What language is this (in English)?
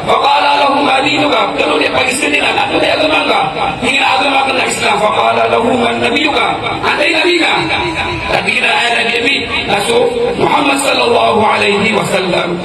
Maranao